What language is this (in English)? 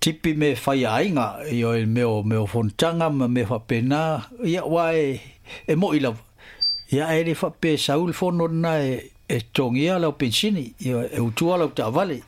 Samoan